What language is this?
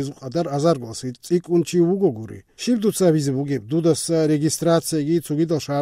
Avaric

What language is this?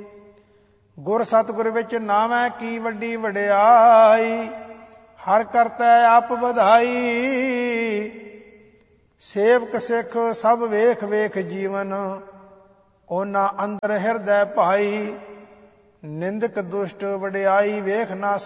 Punjabi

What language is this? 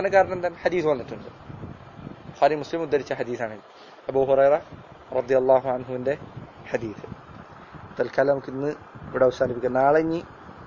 Malayalam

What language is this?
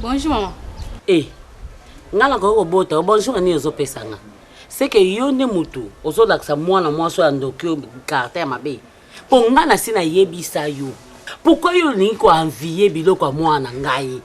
Lingala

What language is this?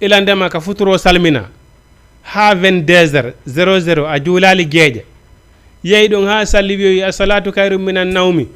Fula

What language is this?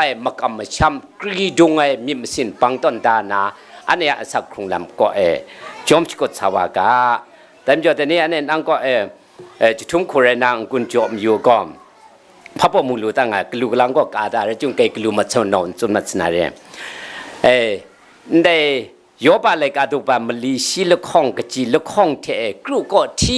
Kachin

